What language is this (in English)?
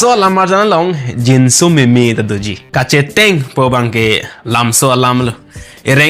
Karbi